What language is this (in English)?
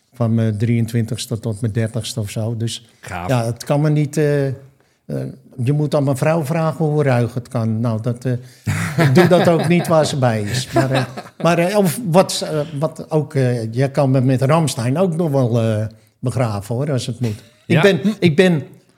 Dutch